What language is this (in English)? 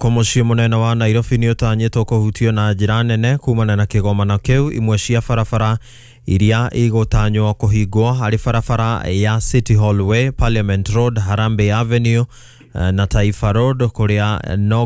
Kikuyu